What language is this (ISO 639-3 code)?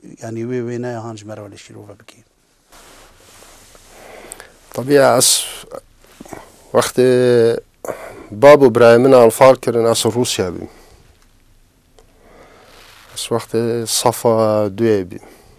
kur